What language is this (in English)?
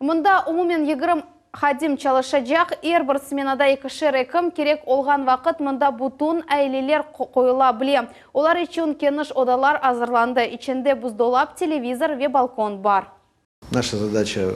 Crimean Tatar